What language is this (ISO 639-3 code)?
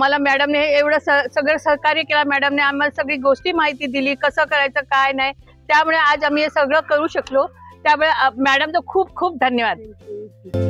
mar